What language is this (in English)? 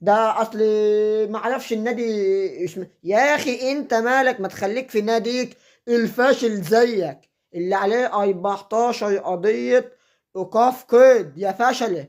Egyptian Arabic